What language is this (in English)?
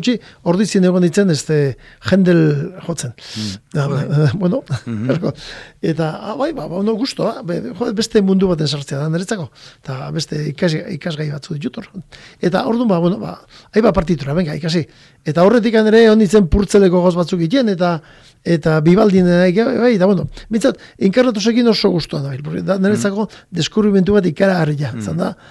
Basque